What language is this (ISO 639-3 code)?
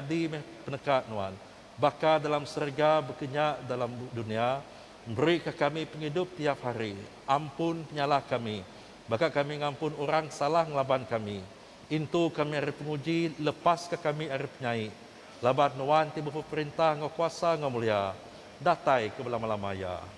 iba